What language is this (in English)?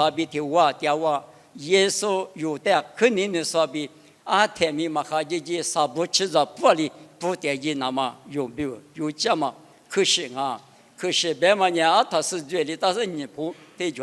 Lisu